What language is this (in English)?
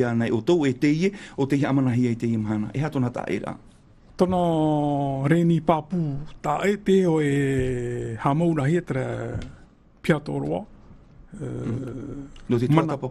Tahitian